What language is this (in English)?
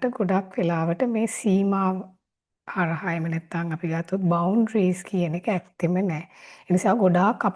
Sinhala